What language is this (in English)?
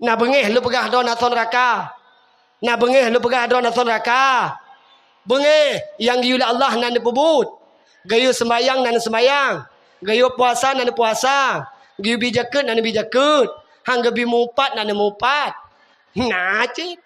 Achinese